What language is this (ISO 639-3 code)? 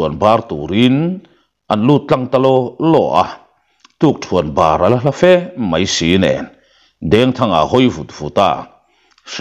lus